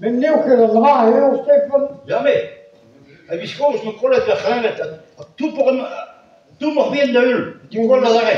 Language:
Breton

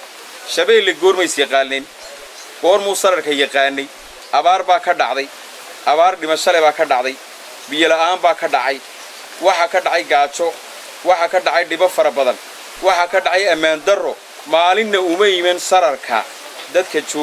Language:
Somali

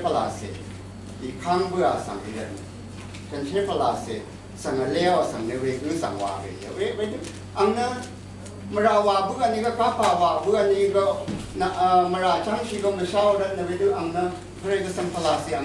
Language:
Rawang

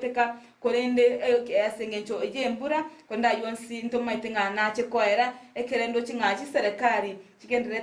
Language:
Gusii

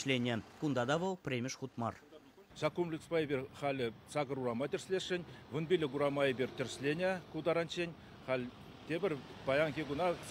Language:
Chuvash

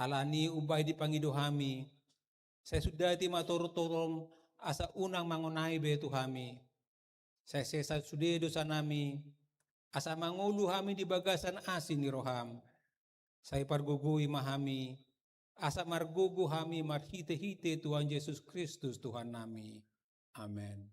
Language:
Batak Toba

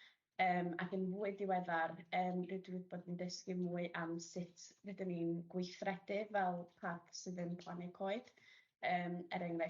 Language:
Welsh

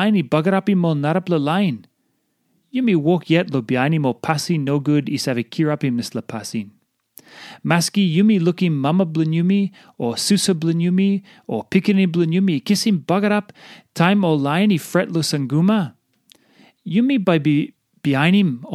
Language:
Tok Pisin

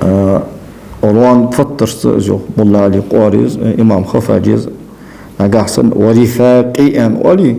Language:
Ingush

